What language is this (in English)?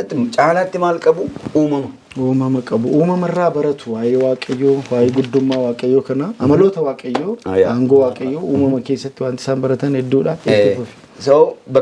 Oromo